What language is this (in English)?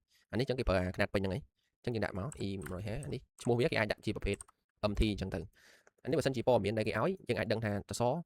Khmer